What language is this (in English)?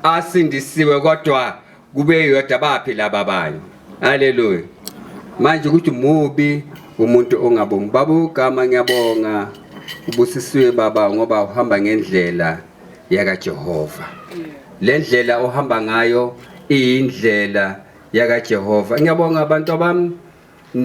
Zulu